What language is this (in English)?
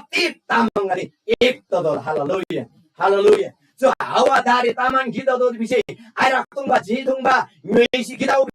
Eastern Tamang